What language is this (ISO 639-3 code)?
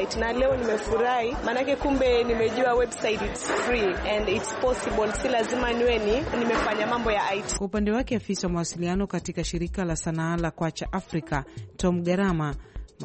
swa